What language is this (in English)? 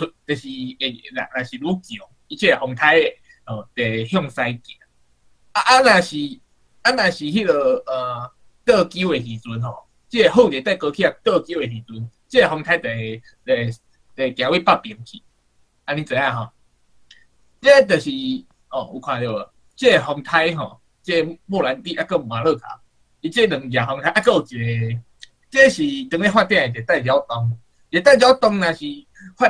Min Nan Chinese